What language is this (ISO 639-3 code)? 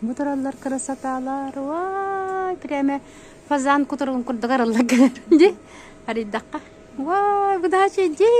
sah